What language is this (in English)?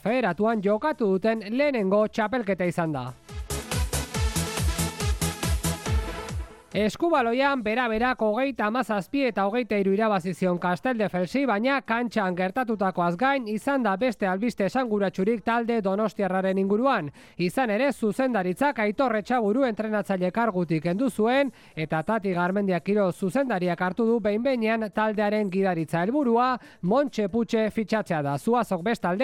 Basque